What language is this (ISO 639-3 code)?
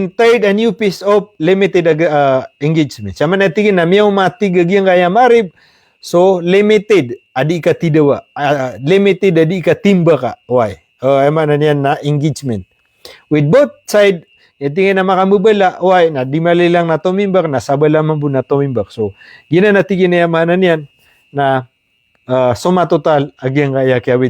mrw